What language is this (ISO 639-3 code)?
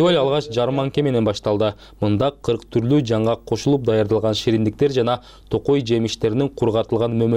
kir